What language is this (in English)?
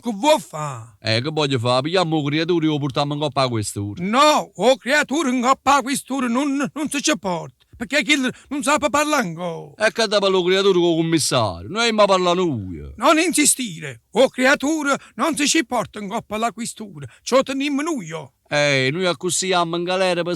Neapolitan